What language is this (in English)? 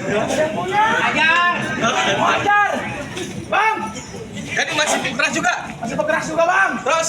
Betawi